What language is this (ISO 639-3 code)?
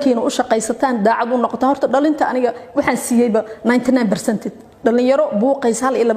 som